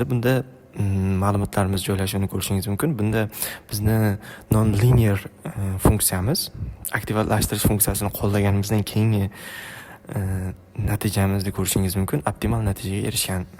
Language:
Uzbek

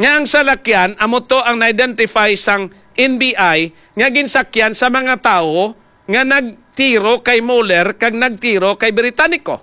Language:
Hiligaynon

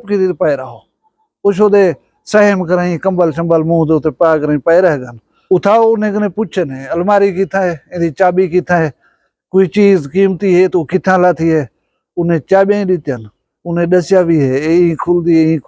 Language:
Saraiki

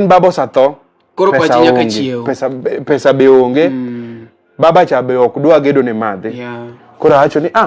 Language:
Luo (Kenya and Tanzania)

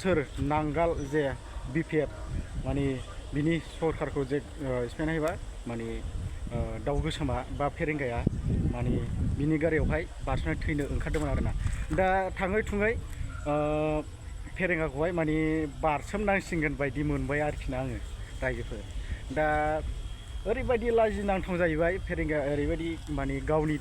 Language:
Bodo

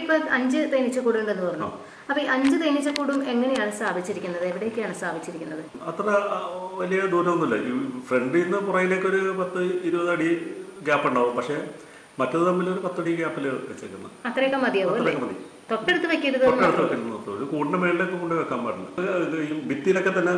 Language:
Malayalam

